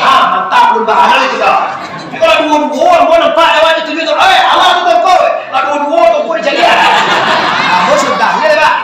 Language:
Minangkabau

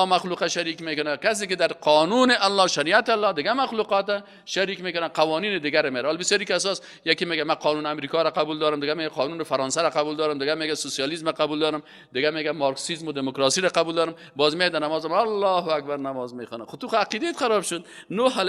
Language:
Persian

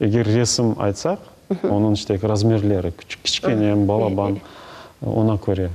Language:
Crimean Tatar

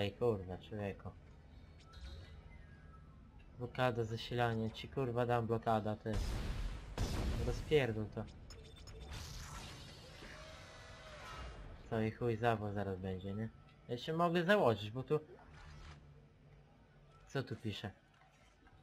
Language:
Polish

